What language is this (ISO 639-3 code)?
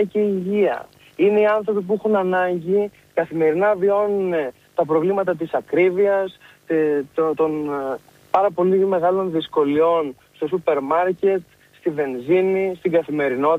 ell